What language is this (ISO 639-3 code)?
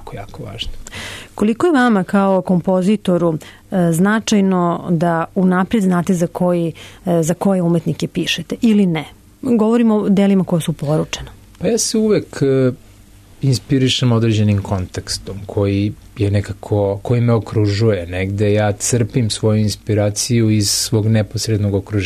srp